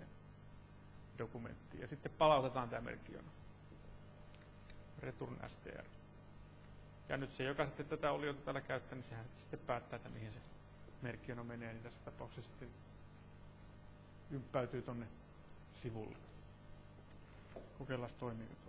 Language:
Finnish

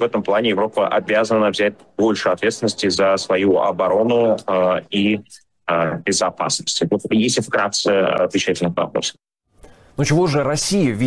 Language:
Russian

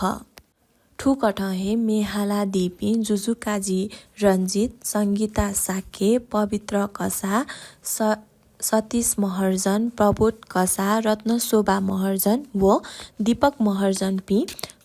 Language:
Newari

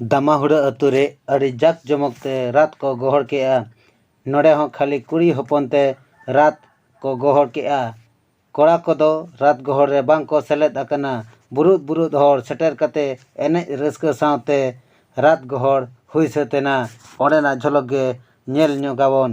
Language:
Santali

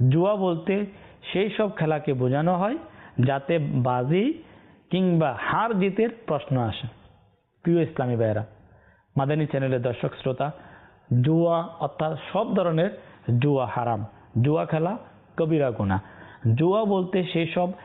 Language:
Bangla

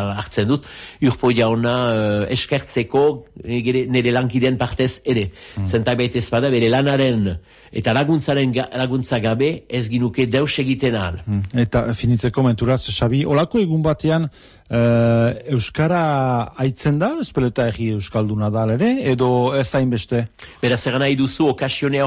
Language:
Basque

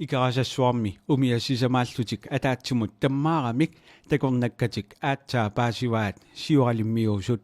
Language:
Kalaallisut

